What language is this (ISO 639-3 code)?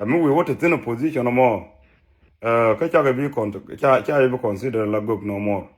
nus